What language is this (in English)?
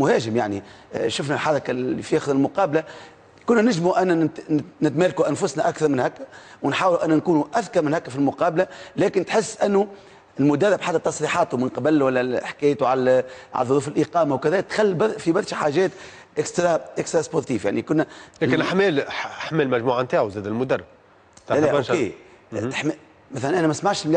Tunisian Arabic